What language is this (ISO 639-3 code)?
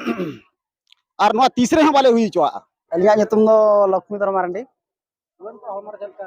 sat